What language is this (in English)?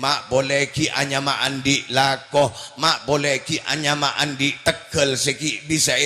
Madurese